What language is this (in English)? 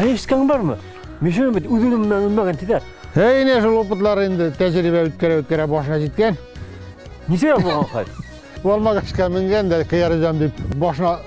Bashkir